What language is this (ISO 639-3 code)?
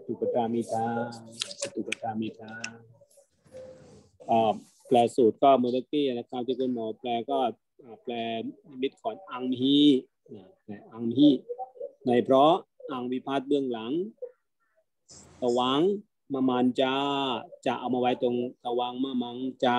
tha